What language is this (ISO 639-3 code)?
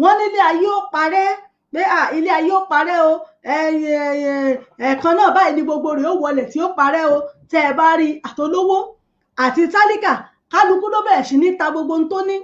yor